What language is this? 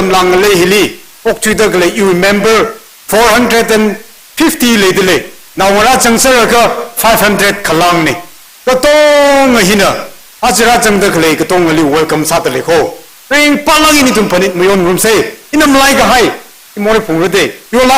Tangkhul Naga (India)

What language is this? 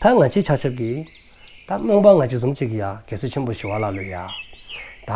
Dzongkha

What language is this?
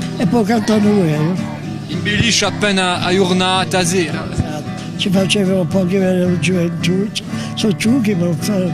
Corsican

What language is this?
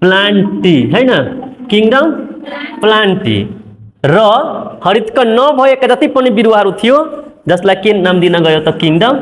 Nepali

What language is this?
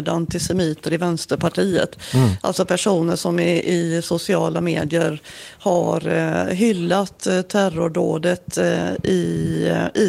Swedish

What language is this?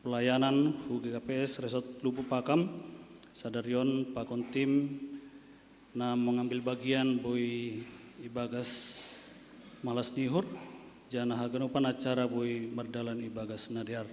Batak Simalungun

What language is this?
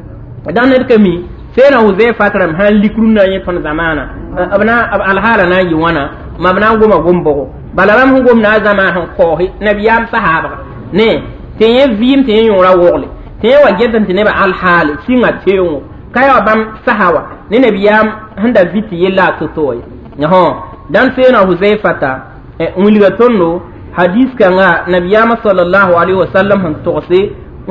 Mossi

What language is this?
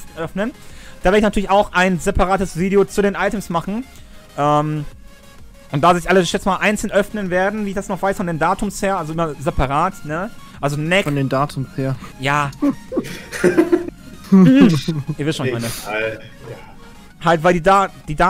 German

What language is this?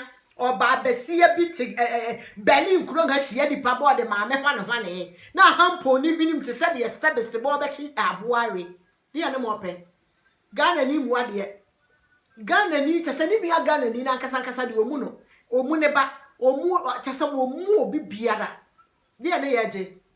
Akan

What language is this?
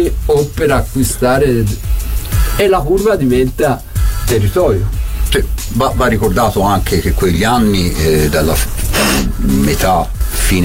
Italian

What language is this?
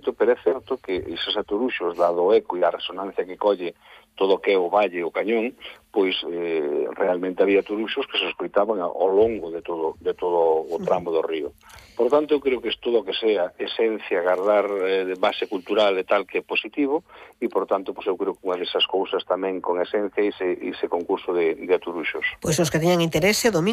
Galician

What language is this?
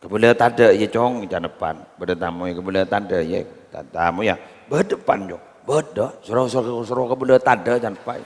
Madurese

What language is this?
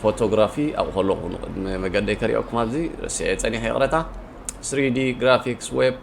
Tigrinya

